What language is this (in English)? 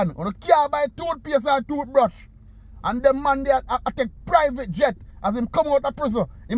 Jamaican Creole English